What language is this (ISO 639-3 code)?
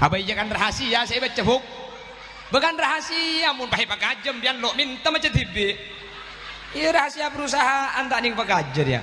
mad